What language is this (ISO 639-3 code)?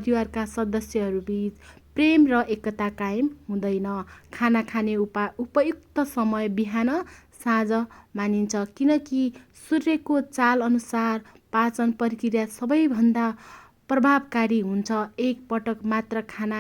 nep